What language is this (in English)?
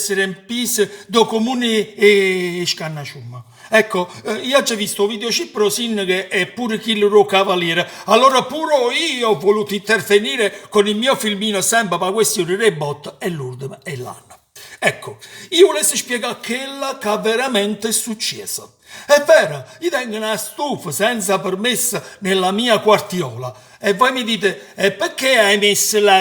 Neapolitan